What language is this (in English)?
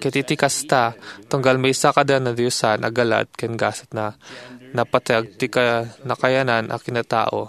Iloko